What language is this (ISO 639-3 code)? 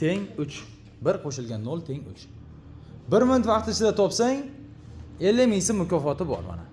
uzb